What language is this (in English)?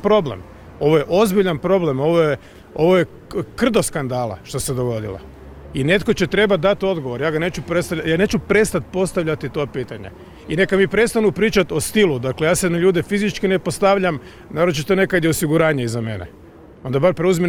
Croatian